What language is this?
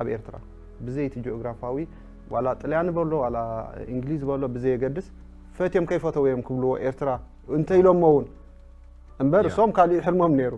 Tigrinya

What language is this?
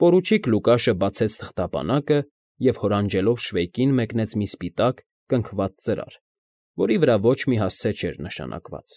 Armenian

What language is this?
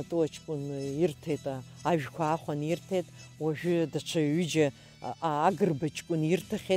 Abkhazian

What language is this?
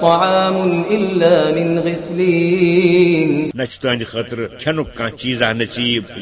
Kashmiri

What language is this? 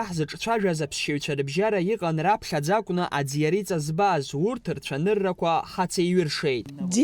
Abkhazian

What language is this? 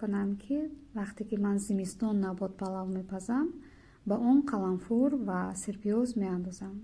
Tajik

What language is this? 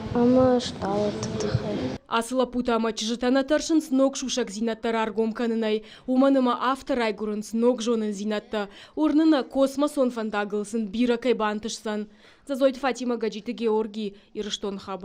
Ossetic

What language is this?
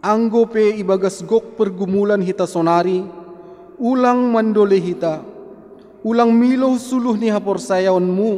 Batak Simalungun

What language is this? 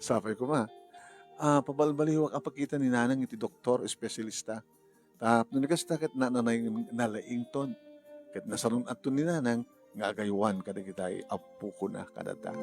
Iloko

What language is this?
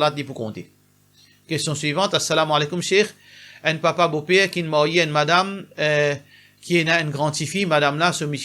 Morisyen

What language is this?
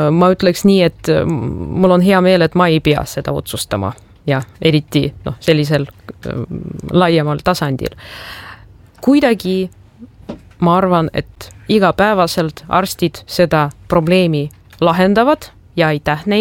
Estonian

